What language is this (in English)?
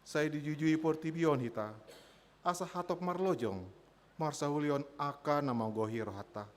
Batak Toba